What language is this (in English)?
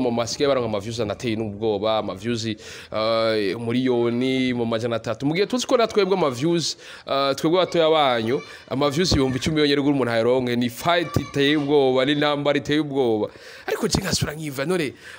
Rundi